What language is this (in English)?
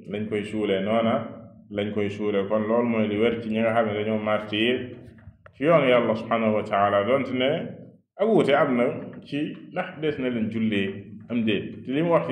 Wolof